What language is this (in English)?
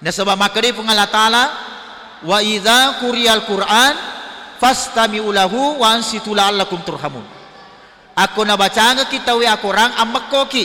Buginese